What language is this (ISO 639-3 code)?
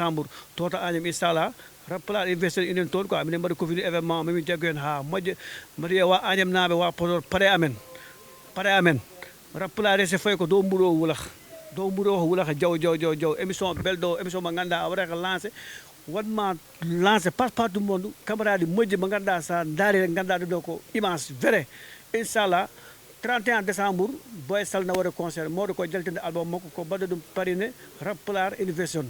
ful